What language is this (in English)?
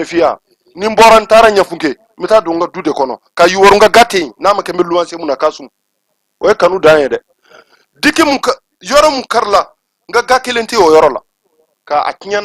Bambara